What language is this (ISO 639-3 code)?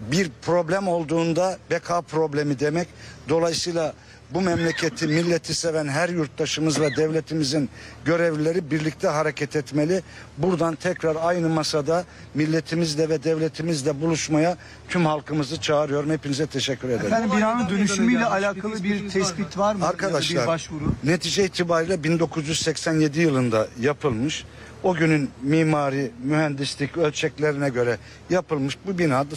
tur